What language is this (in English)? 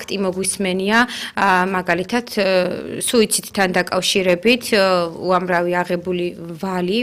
Georgian